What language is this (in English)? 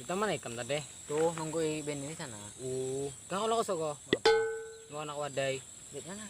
Banjar